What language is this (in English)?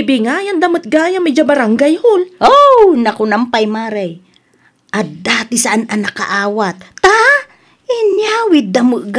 Iloko